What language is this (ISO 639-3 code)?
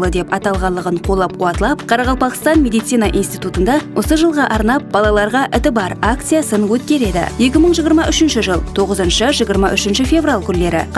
kaa